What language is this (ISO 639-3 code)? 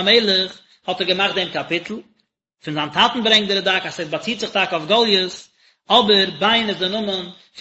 yid